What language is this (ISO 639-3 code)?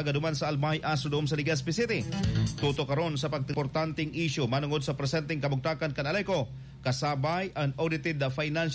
bik